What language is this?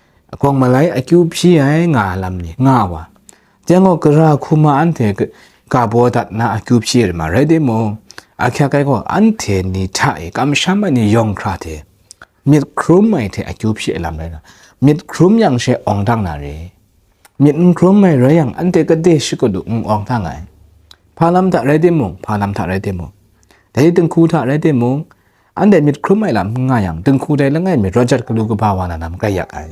Kachin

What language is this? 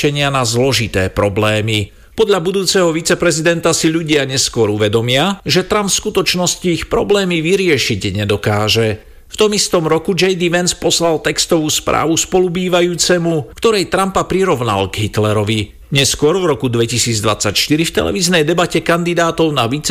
Slovak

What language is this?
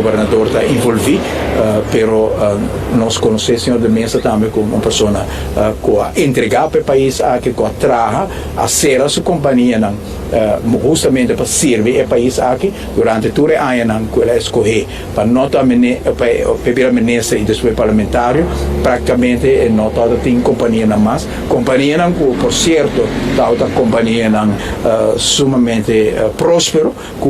Papiamento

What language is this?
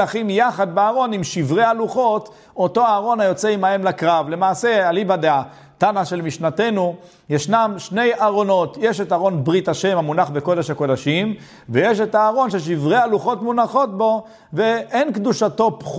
Hebrew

